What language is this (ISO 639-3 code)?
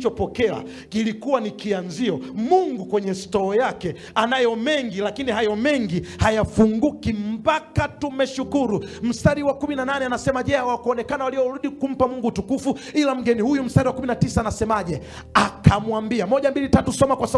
swa